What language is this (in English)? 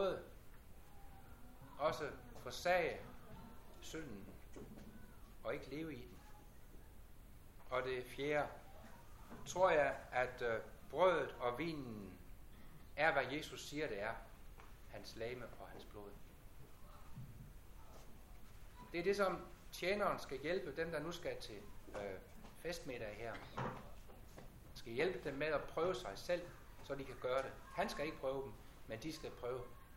Danish